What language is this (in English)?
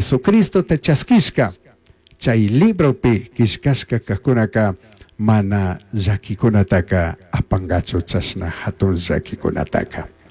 Chimborazo Highland Quichua